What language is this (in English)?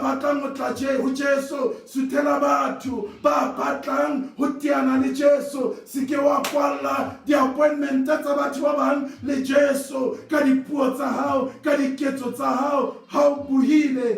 Southern Sotho